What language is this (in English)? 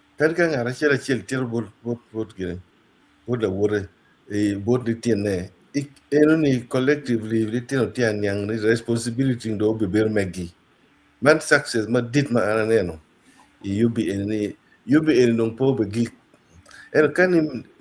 Acoli